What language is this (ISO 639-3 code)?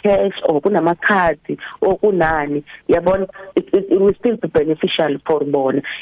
nbl